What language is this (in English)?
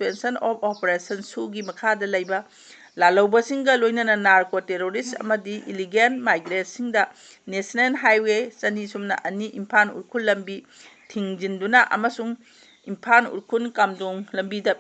Manipuri